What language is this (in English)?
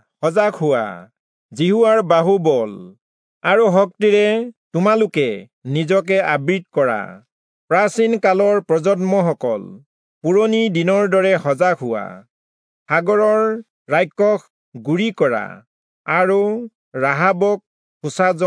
Assamese